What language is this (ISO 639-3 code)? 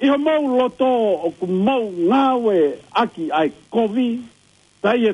ton